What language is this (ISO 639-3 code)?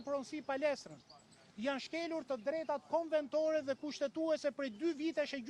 sqi